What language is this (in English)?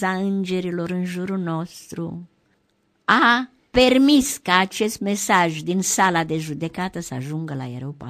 Romanian